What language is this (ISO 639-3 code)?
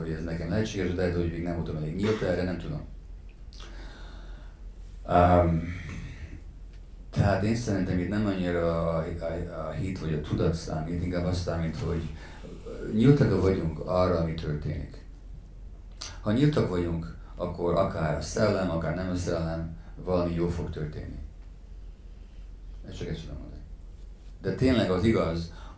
hun